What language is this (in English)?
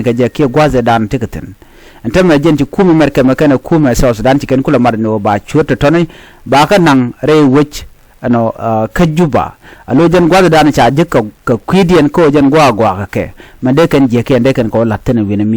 Nuer